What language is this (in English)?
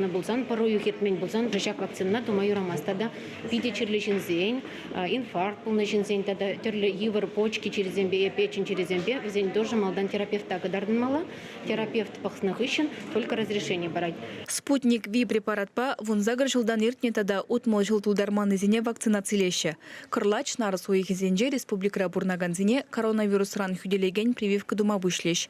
Chuvash